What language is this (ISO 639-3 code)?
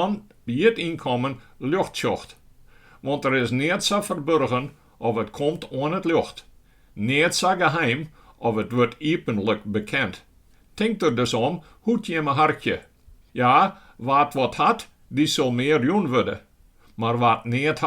fry